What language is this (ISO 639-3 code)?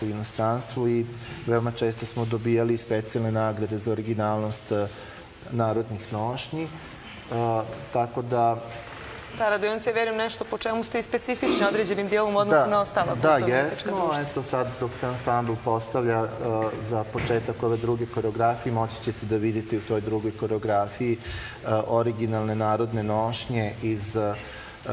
srp